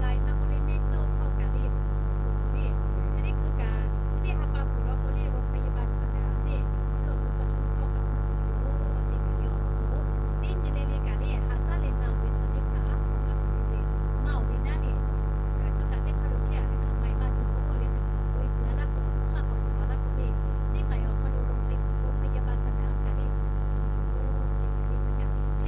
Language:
Lahu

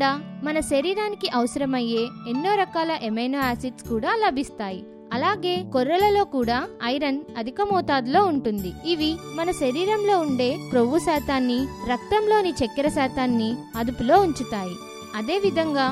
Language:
Telugu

